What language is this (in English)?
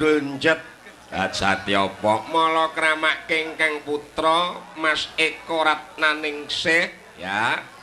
Javanese